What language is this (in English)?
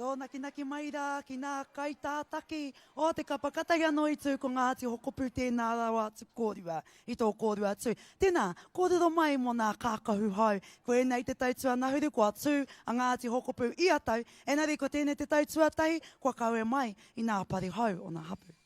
Māori